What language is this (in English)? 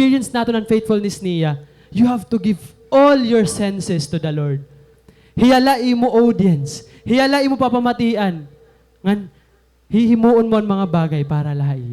Waray